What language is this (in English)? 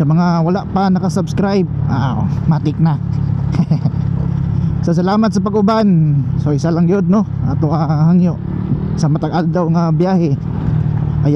Cebuano